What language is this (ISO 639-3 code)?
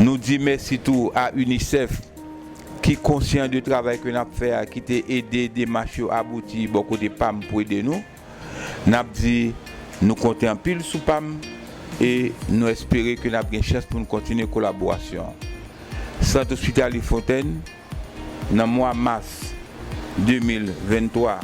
hat